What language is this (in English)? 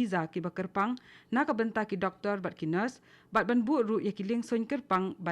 Khasi